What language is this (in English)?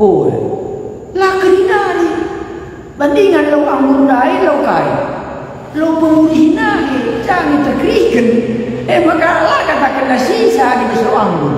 Batak Karo